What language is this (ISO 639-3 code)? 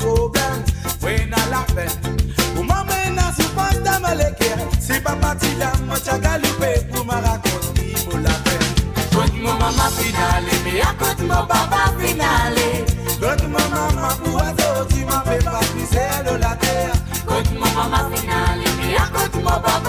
mfe